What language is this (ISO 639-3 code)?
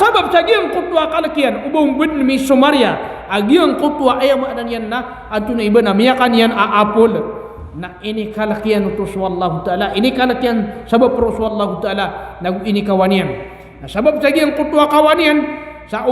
mrw